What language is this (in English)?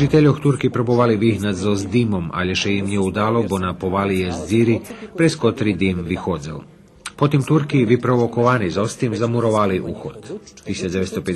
Rusyn